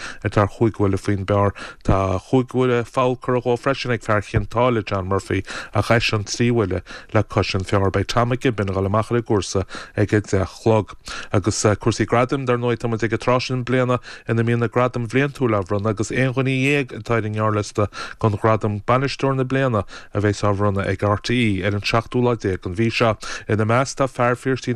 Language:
Irish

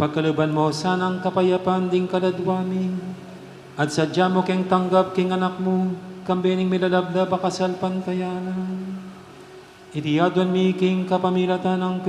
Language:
Pampanga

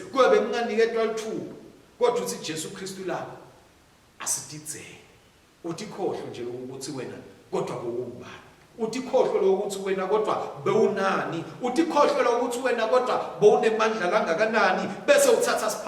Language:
Swati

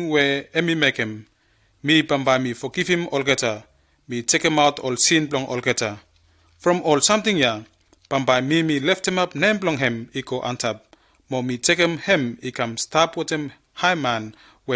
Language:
Bislama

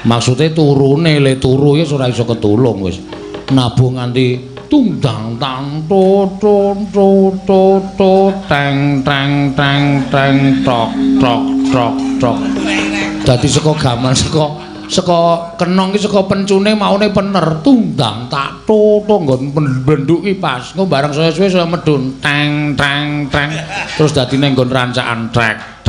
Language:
Javanese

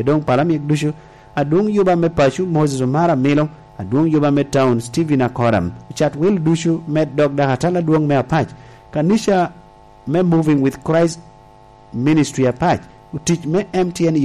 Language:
Lango (Uganda)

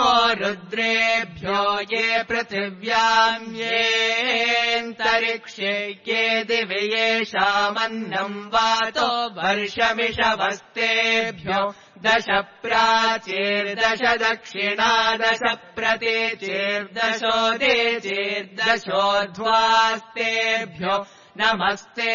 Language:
Sanskrit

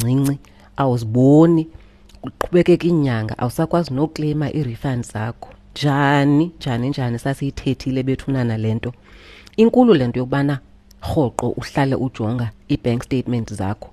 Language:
Xhosa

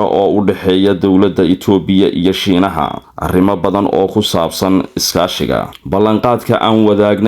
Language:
Somali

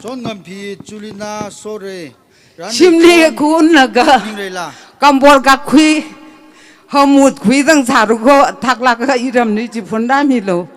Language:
Tangkhul Naga (India)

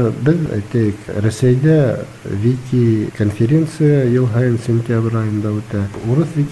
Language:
Bashkir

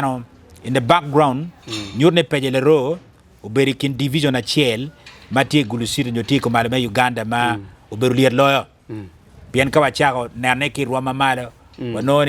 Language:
Acoli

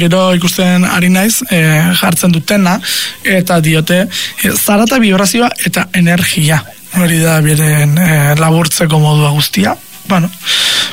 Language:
Basque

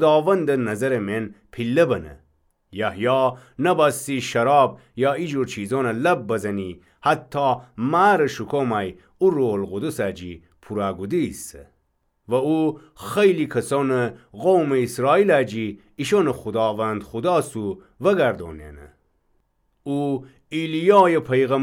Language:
Gilaki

